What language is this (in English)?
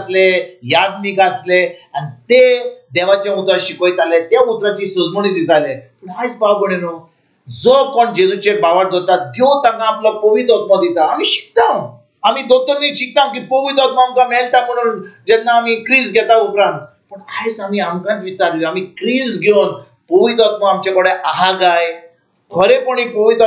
Konkani